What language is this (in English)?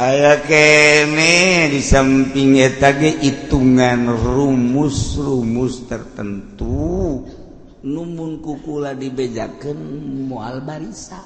Sundanese